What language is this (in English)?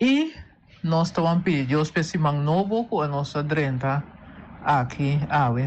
Papiamento